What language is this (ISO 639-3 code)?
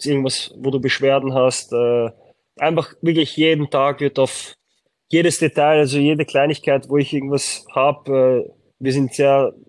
deu